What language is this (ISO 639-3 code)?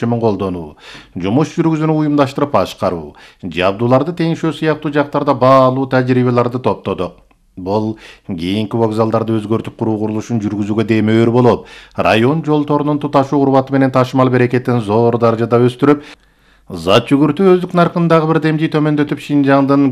kir